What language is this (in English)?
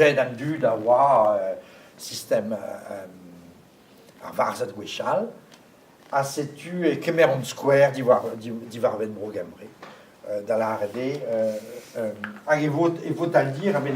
Breton